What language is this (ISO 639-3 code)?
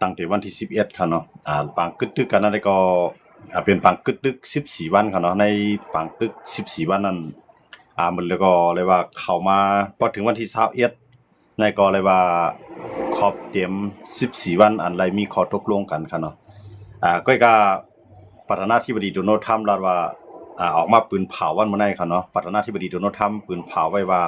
shn